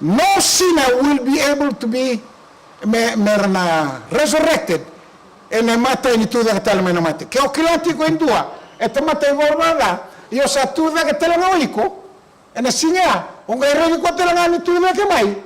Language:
Fijian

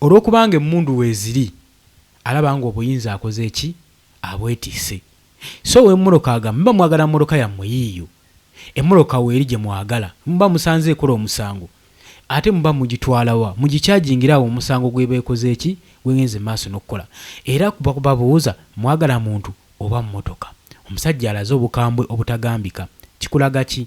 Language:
Ganda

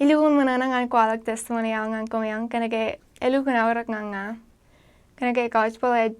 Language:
Marshallese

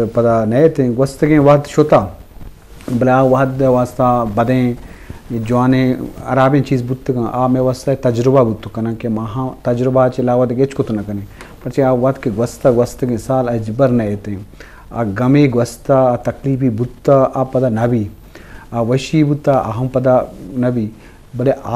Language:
Eastern Balochi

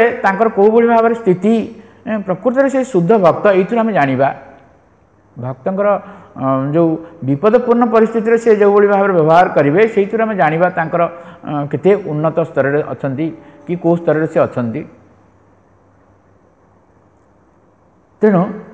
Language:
Odia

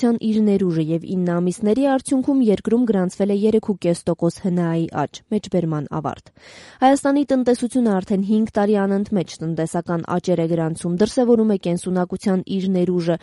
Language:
Armenian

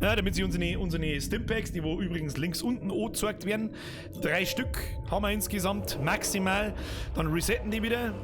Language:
Bavarian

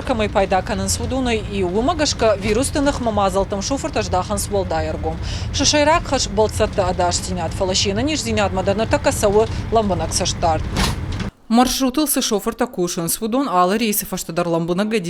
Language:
Ossetic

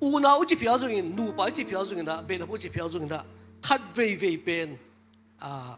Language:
Tedim Chin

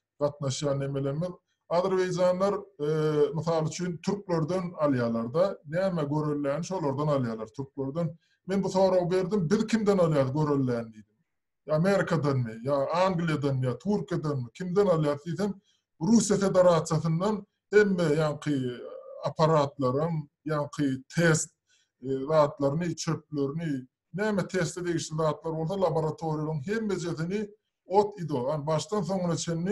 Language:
Turkmen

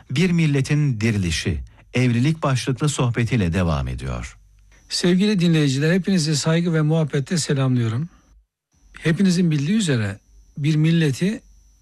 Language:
Turkish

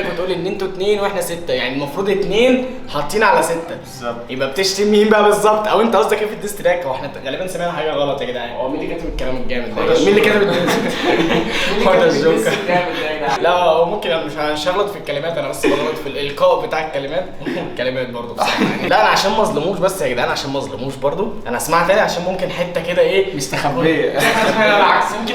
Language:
Egyptian Arabic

